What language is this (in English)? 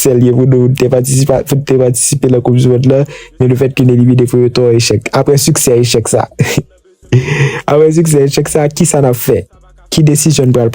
Haitian Creole